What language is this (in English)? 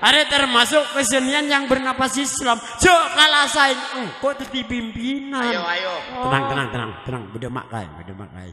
Madurese